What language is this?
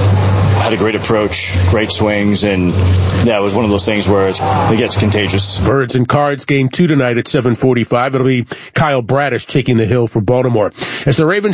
English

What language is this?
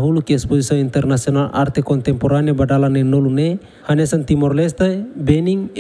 Tetum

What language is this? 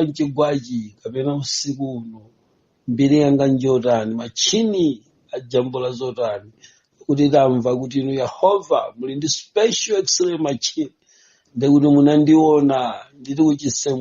Nyanja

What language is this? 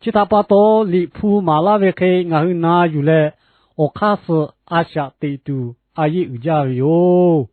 Lahu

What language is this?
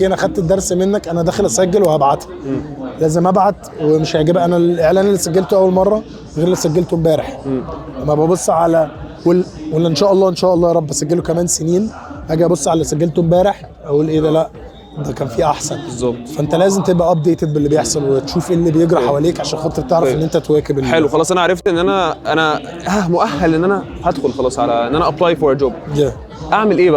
Egyptian Arabic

